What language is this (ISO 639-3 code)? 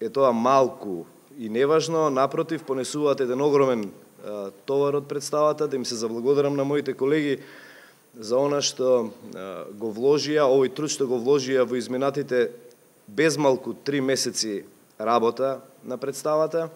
mkd